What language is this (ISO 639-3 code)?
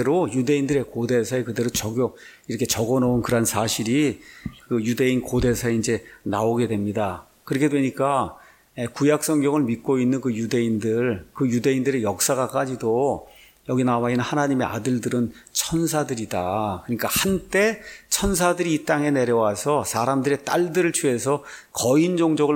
kor